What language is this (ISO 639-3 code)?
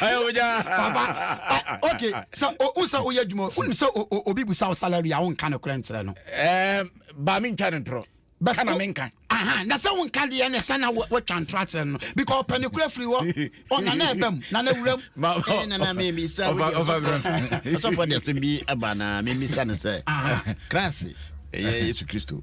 aka